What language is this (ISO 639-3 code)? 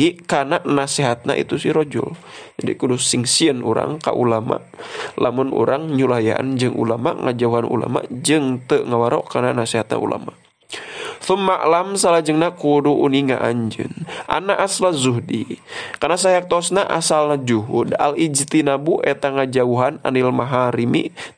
sun